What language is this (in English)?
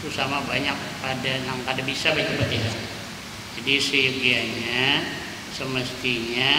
Banjar